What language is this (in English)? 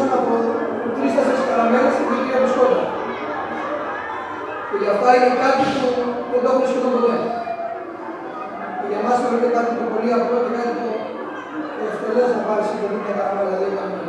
Greek